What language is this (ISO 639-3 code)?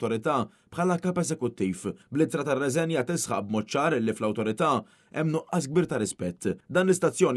mlt